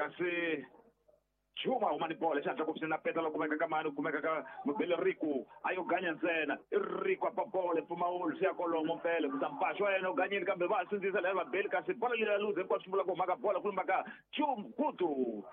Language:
Tsonga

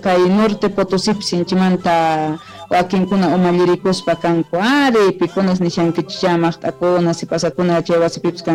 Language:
Quechua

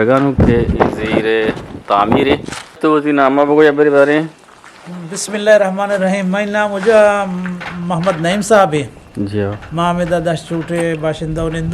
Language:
Eastern Balochi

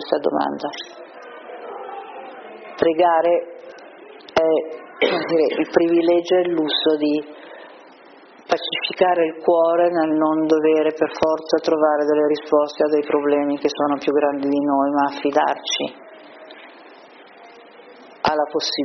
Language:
Italian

